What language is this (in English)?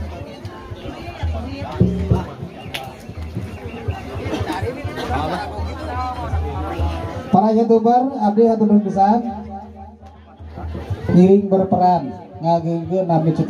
Sundanese